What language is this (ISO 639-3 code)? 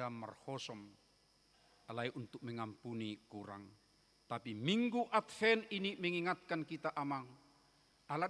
bbc